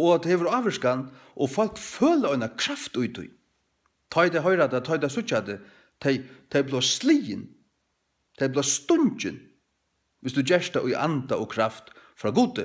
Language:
Faroese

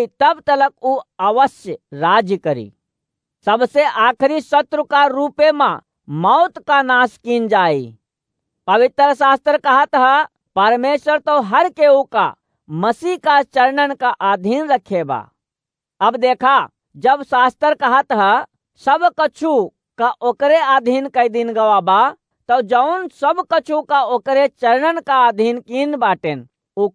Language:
Awadhi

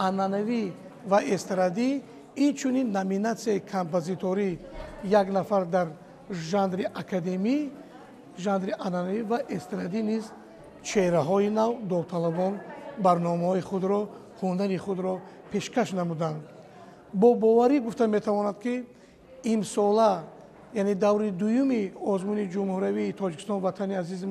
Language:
Tajik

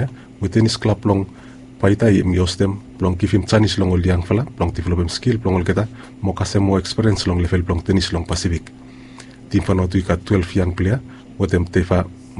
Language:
Bislama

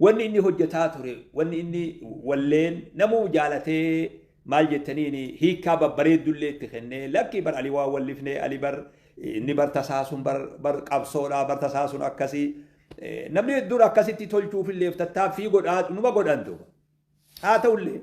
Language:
Oromo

